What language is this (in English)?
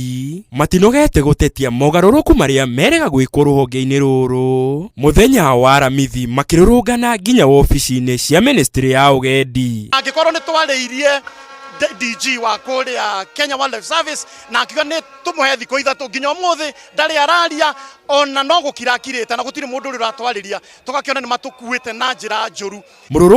Kikuyu